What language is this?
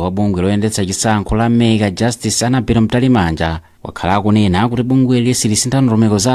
Nyanja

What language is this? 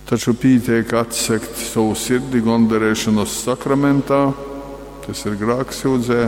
Latgalian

